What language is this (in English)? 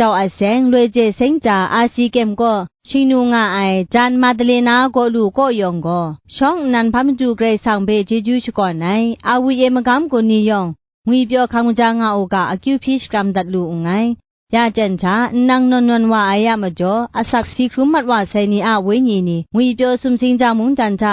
Kachin